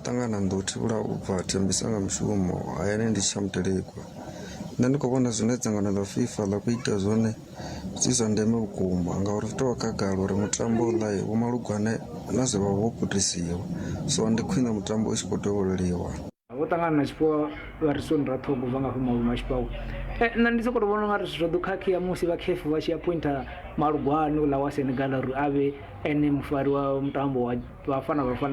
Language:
Venda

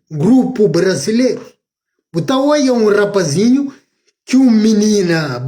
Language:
Kabuverdianu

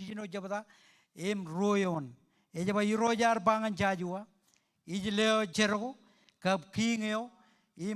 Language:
Marshallese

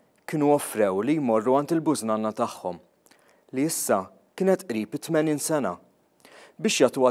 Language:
Maltese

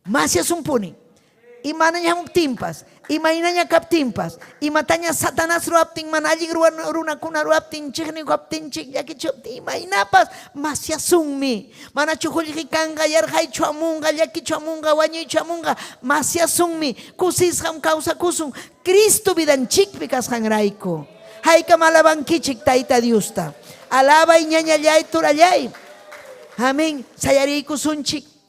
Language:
Ayacucho Quechua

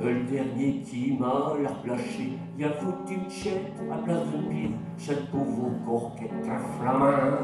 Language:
Picard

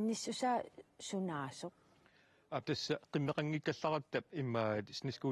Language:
Kalaallisut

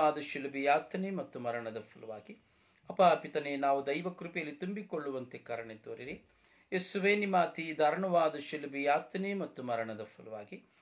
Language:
Kannada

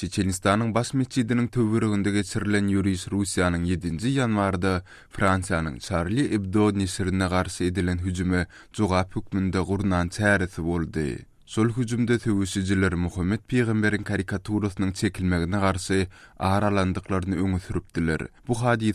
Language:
Turkmen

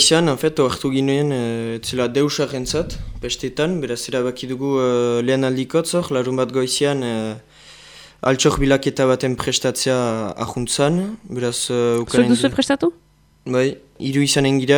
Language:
Basque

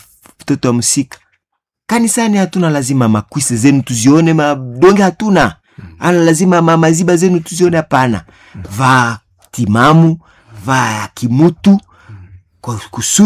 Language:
Swahili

